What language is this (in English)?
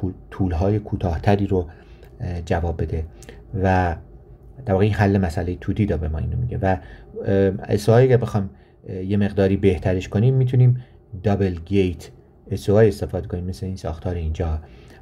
Persian